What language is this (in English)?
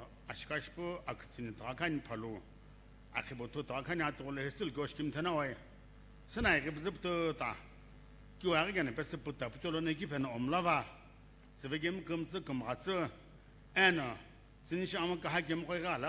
Sumi Naga